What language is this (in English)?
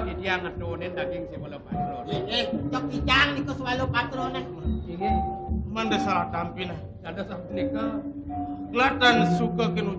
Balinese